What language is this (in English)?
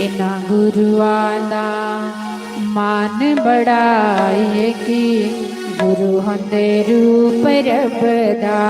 Dogri